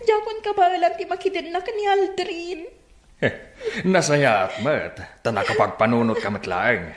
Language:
Iloko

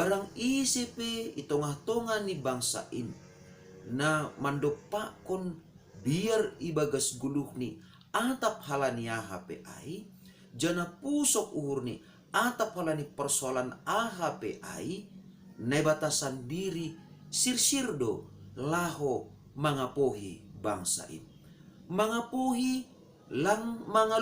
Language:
Batak Simalungun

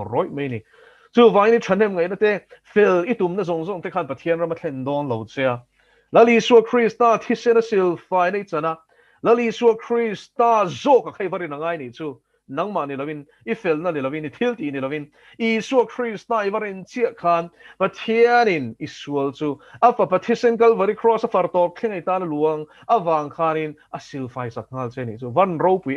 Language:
Mizo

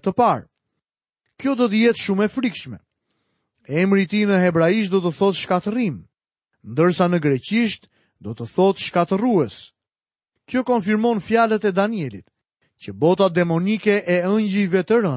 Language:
Albanian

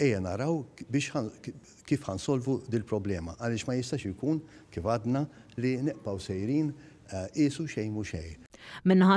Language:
Maltese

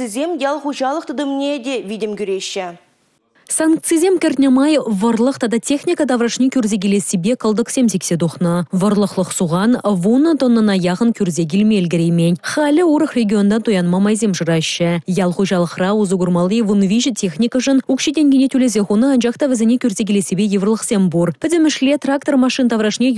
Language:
Chuvash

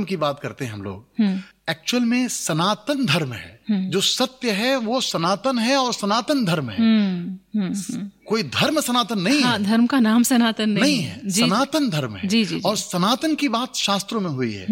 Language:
Hindi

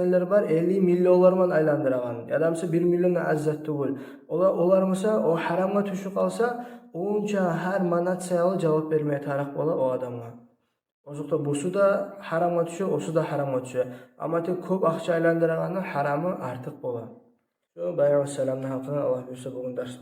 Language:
Kumyk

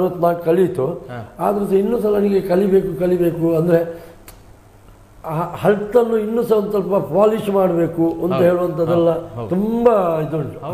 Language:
Kannada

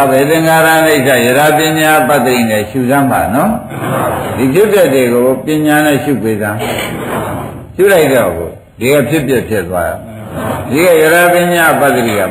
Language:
Burmese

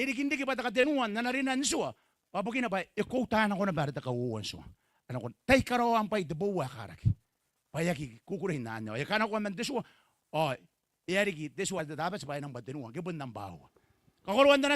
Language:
Gilbertese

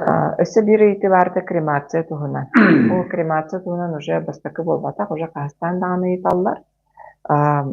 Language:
Yakut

